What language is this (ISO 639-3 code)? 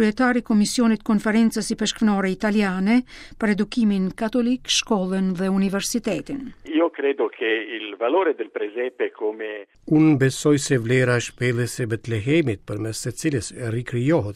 sqi